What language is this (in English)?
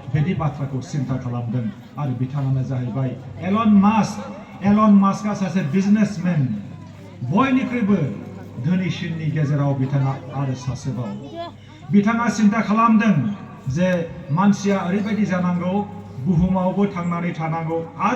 Bodo